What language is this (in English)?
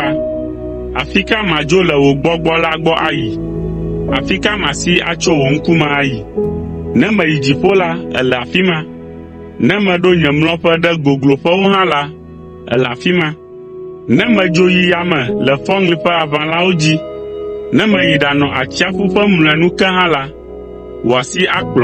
Ewe